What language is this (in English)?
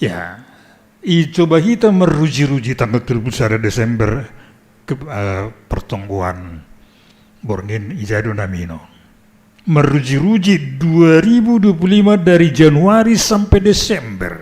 Batak Simalungun